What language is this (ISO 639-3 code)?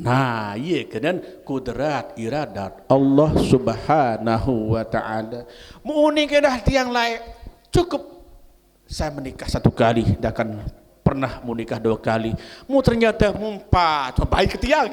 sas